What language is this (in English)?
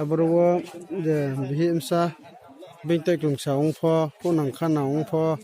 Riang (India)